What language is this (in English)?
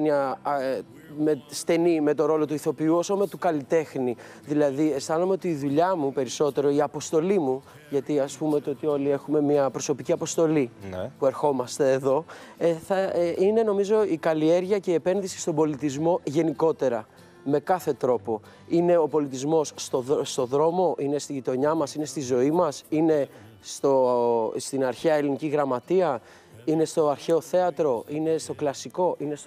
Greek